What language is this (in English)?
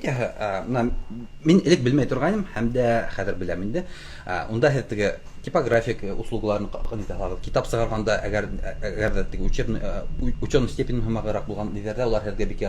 Bashkir